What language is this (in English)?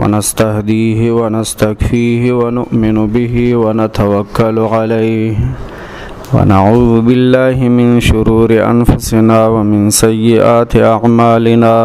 Pashto